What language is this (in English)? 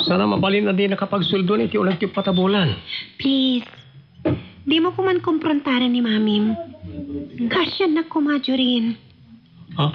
Iloko